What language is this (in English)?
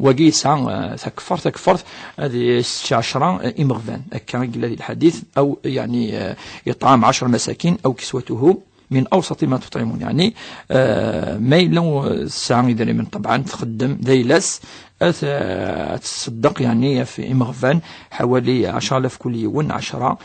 Kabyle